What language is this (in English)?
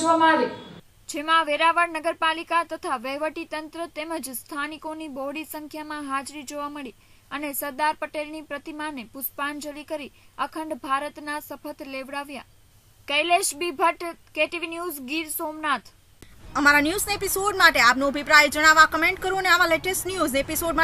Gujarati